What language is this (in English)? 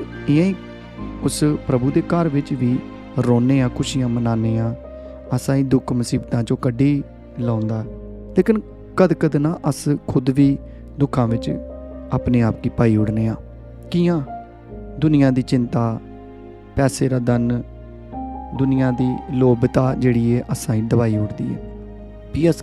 Dogri